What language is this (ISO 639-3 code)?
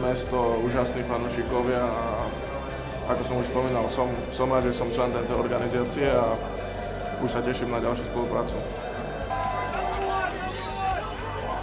slk